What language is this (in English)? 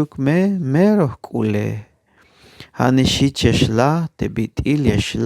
Tzeltal